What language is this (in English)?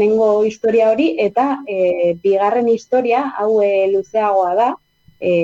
Basque